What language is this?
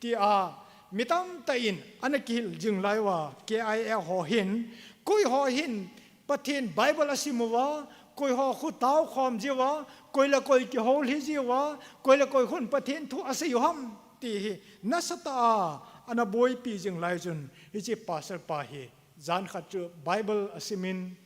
Thado Chin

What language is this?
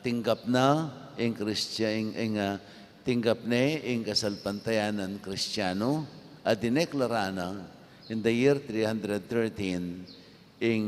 Pampanga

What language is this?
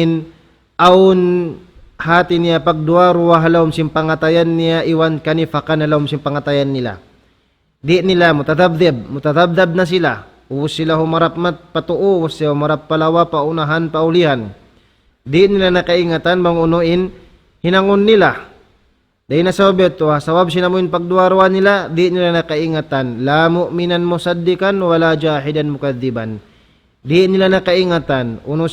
Tausug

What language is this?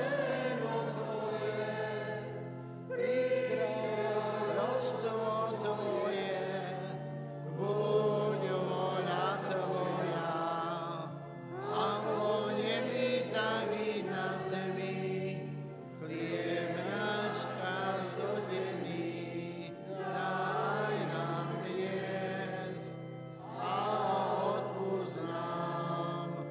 Slovak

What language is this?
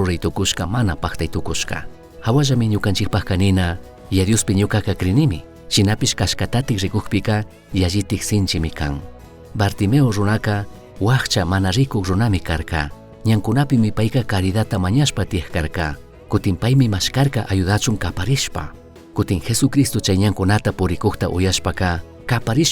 Chimborazo Highland Quichua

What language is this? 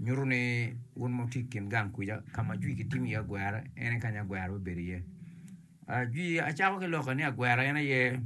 Acoli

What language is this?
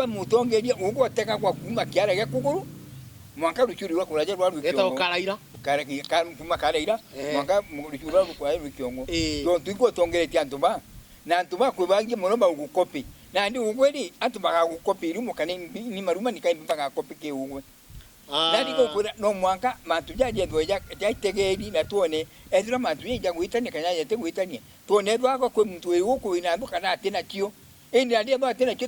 Meru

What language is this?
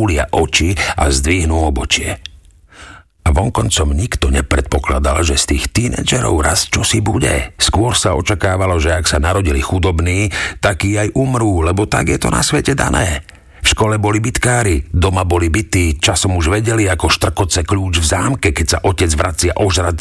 Slovak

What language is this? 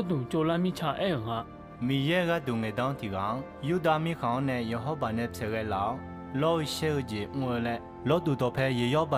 Akha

